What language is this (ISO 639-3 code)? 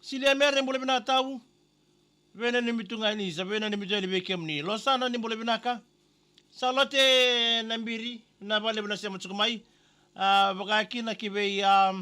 fij